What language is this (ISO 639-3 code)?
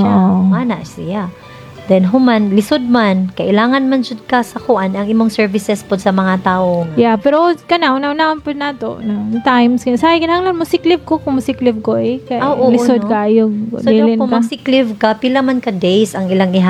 ceb